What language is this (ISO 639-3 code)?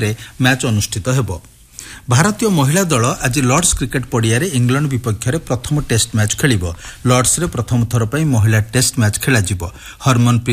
ori